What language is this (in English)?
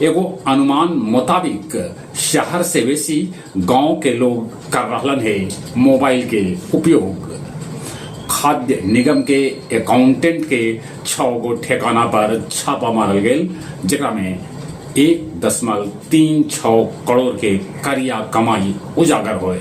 Magahi